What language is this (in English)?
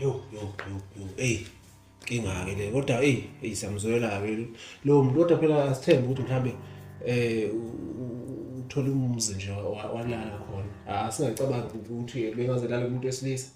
Zulu